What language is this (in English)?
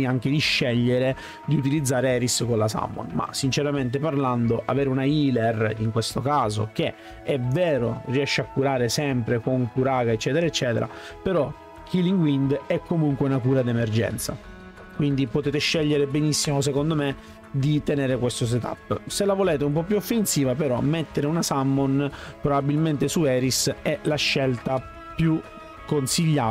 Italian